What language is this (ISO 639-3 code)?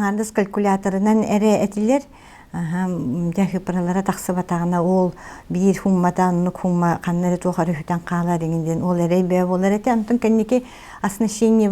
sah